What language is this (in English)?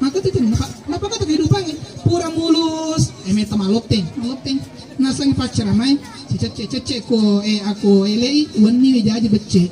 Buginese